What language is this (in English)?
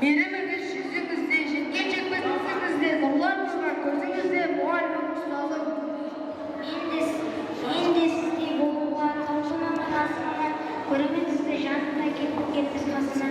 Kara-Kalpak